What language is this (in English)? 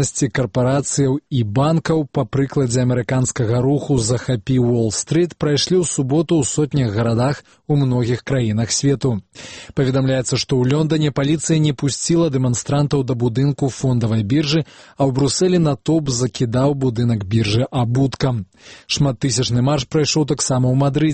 Belarusian